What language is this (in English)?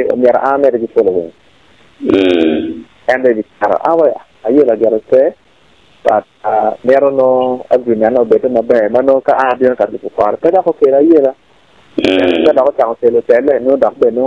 Acoli